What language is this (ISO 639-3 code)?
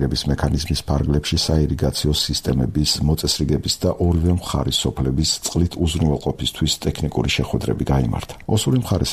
kat